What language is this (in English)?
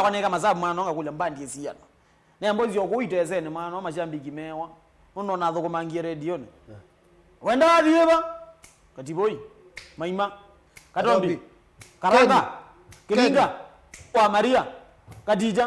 Kamba